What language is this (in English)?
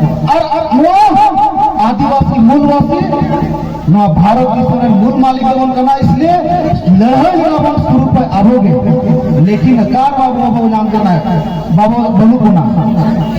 Santali